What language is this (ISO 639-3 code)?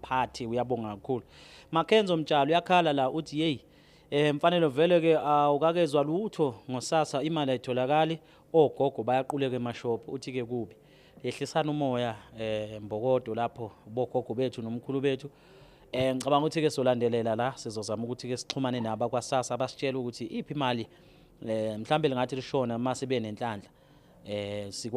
zul